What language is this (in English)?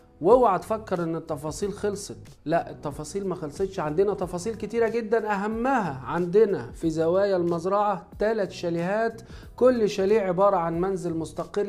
Egyptian Arabic